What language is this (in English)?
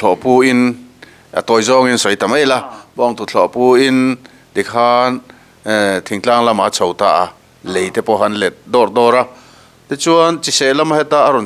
Mizo